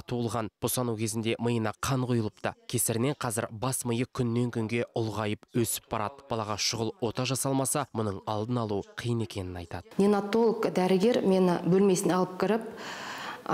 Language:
Kazakh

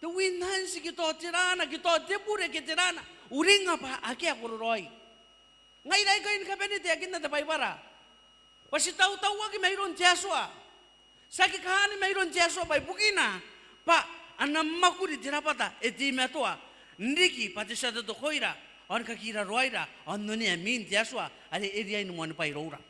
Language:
Gilbertese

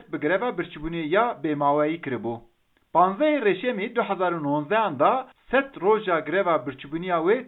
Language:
Kurdish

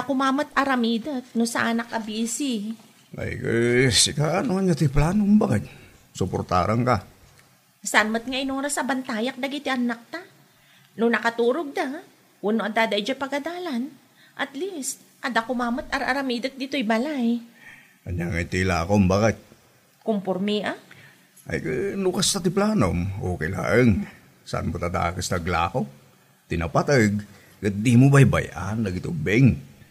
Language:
Iloko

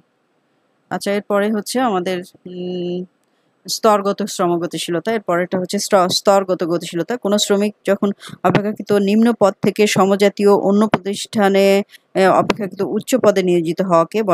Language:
Bangla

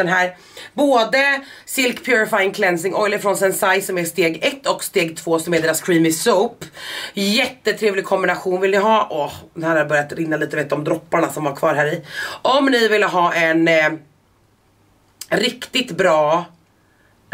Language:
Swedish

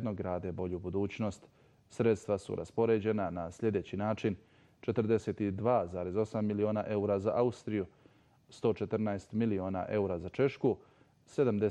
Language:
Bosnian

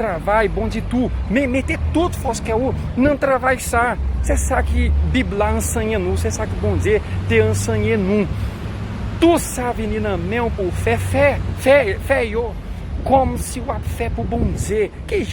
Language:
Haitian Creole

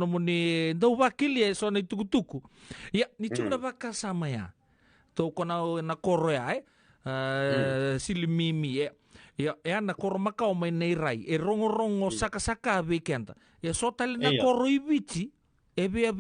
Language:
Fijian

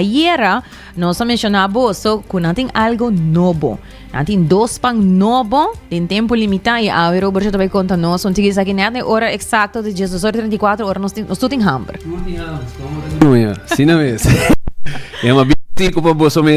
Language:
Papiamento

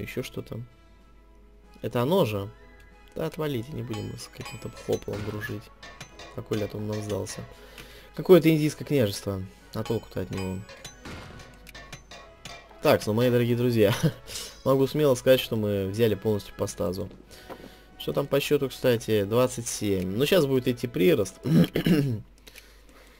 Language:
Russian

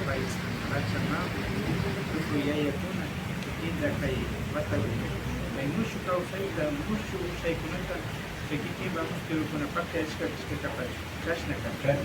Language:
Imbabura Highland Quichua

